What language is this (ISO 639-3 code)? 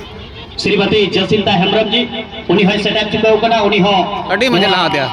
sat